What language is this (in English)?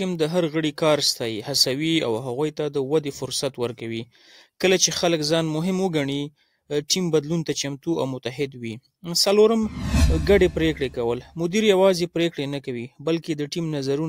Pashto